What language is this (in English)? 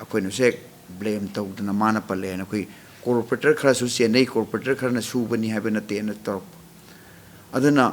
Manipuri